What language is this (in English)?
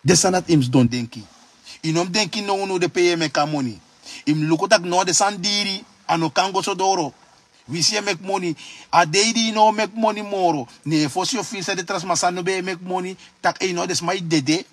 Sranan Tongo